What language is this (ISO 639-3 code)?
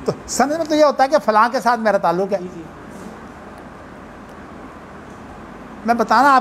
urd